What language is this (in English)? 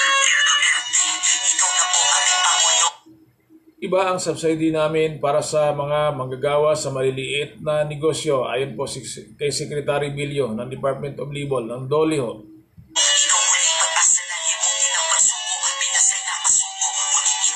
Filipino